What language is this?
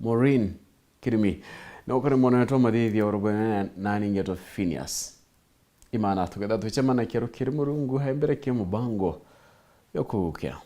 Meru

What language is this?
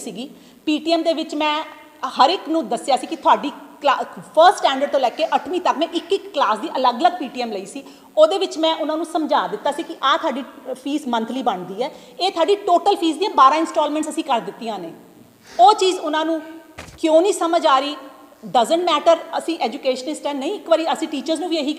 Punjabi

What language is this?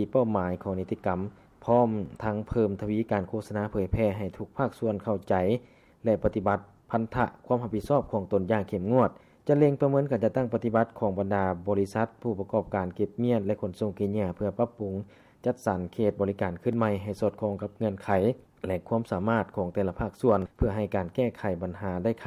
Lao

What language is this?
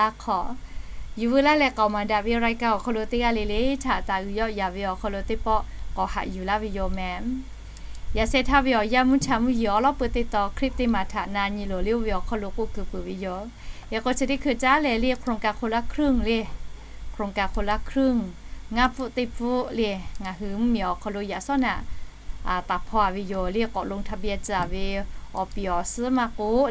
Lahu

